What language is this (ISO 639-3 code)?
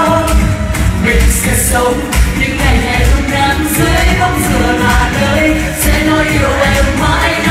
vie